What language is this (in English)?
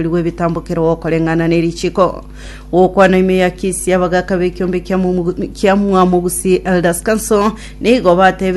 Gusii